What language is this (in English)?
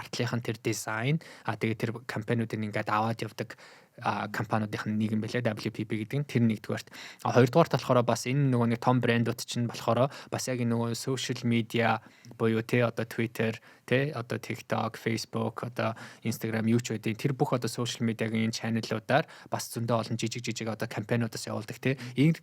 Mongolian